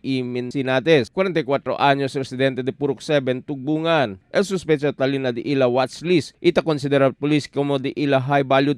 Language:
Chavacano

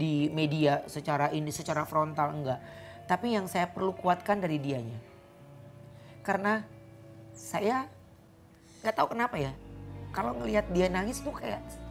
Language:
Indonesian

